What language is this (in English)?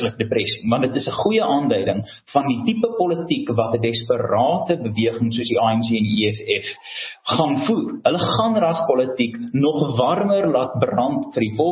Afrikaans